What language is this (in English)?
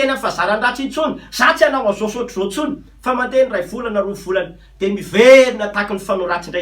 Malagasy